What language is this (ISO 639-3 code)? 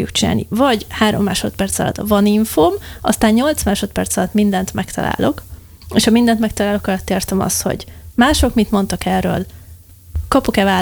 hun